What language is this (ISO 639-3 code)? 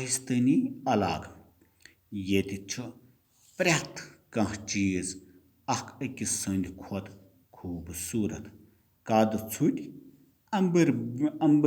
kas